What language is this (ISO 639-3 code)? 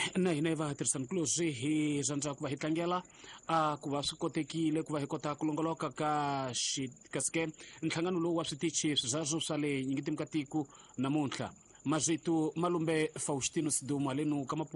tso